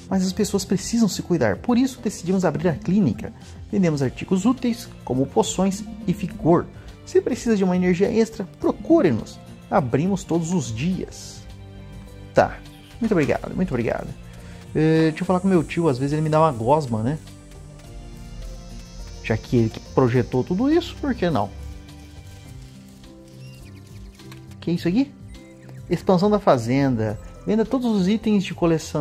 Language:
Portuguese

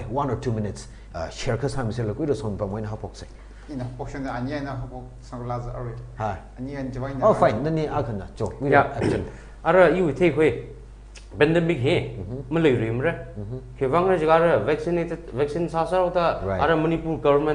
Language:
Tangkhul Naga (India)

